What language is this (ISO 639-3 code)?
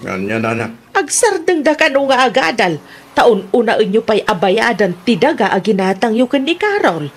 ilo